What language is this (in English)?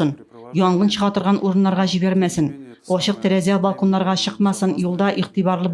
Tatar